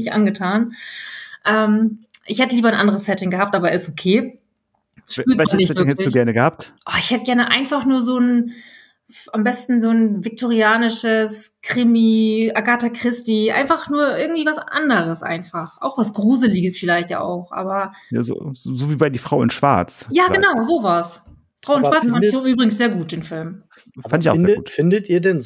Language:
German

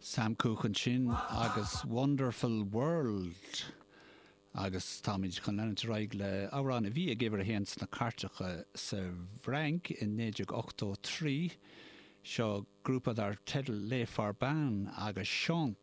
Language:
Irish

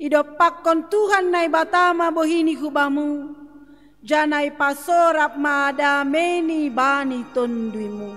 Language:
Batak Simalungun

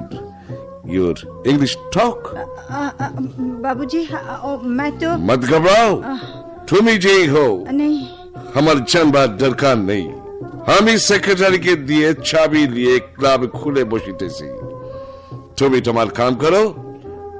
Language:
Bangla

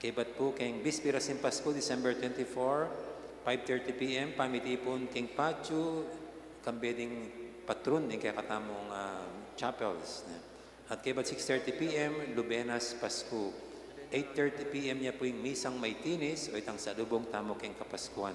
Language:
Pampanga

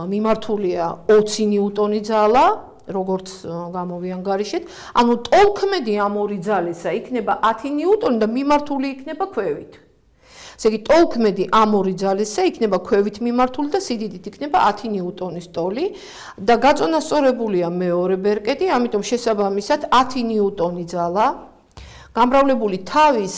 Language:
Georgian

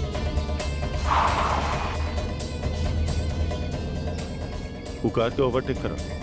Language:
Bhojpuri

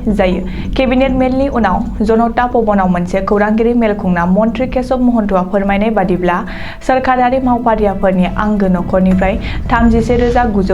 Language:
Bodo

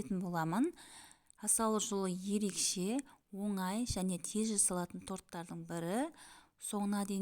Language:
Kazakh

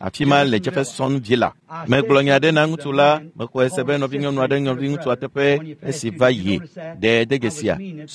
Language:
Ewe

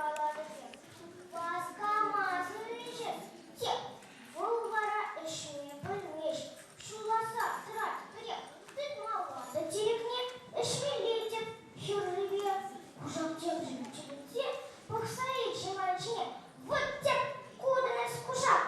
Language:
Chuvash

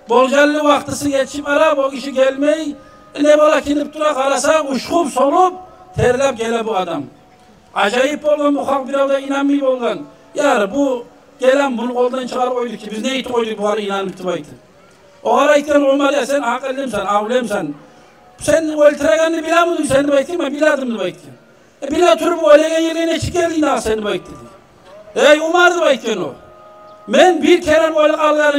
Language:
Kumyk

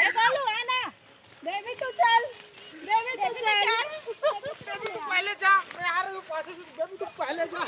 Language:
Chhattisgarhi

